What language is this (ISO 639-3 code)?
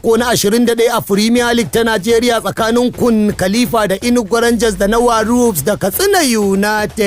hau